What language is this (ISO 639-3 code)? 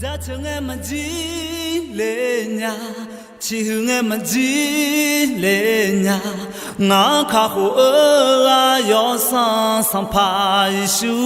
ahk